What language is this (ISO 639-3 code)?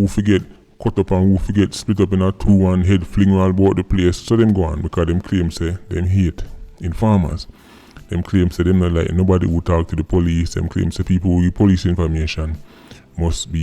jam